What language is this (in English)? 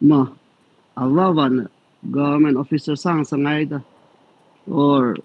Tangkhul Naga (India)